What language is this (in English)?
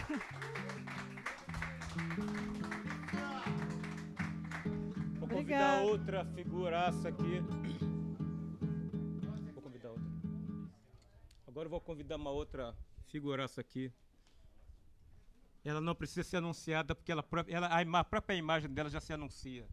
Portuguese